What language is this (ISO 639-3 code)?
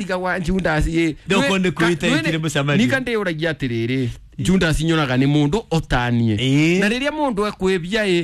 kik